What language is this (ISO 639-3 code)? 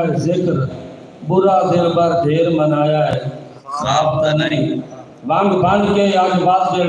skr